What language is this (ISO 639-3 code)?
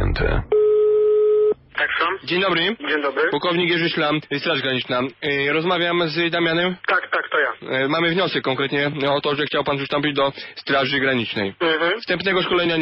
pol